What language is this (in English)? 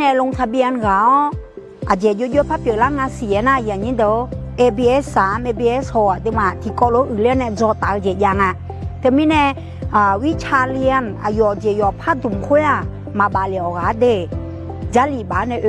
Akha